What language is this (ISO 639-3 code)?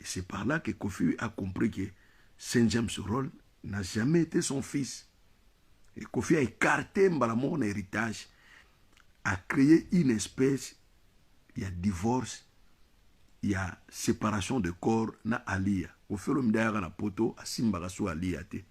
lin